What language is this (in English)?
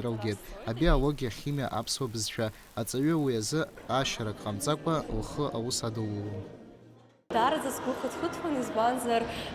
Abkhazian